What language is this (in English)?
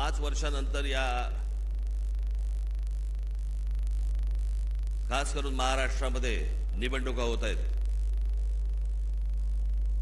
Marathi